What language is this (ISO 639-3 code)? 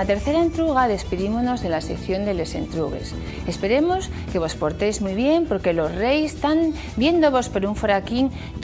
ast